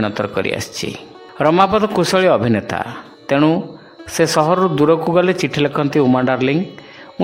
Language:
Odia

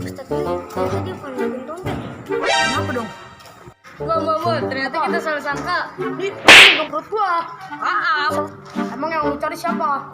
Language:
Betawi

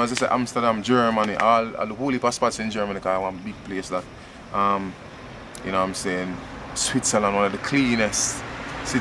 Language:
Jamaican Creole English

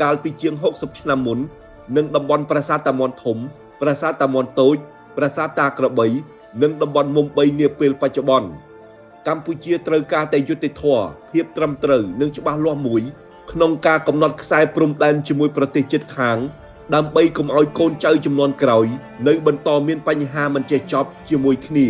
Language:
Khmer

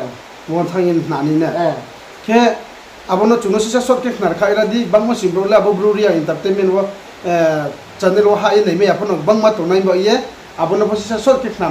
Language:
Riang (India)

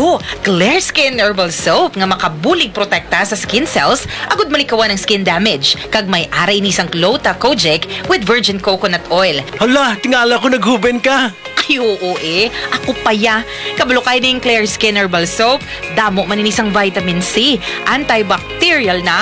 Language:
Hiligaynon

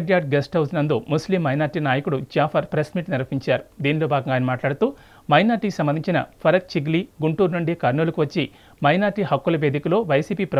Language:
Telugu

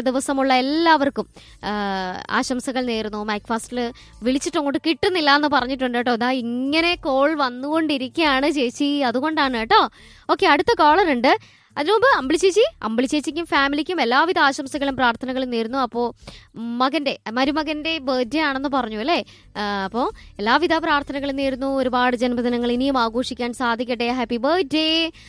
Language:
Malayalam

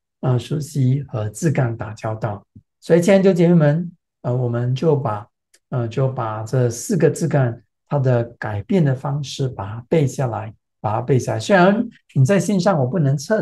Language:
Chinese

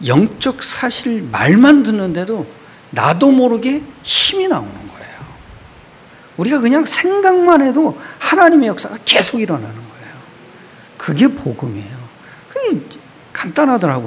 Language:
Korean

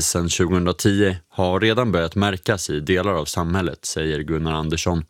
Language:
Swedish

